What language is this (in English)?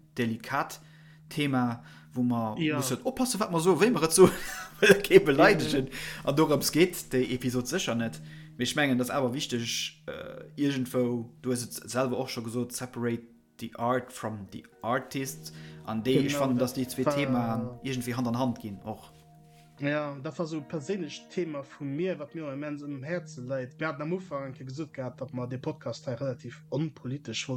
Luxembourgish